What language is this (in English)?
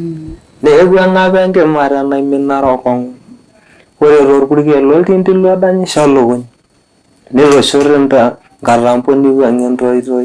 Masai